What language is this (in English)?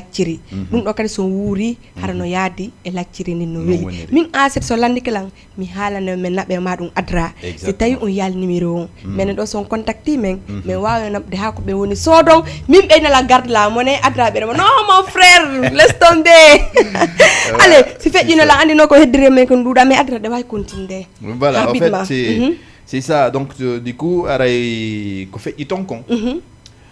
Fula